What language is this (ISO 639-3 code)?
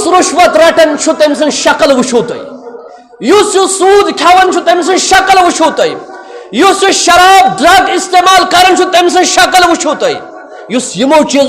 kas